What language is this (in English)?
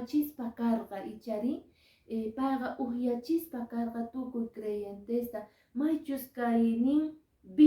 Quechua